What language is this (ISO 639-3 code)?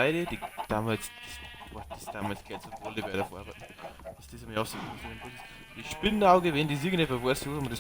bar